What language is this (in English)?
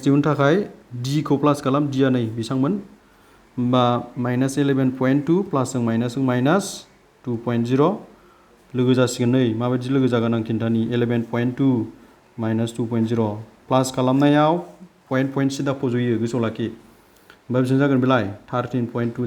Bodo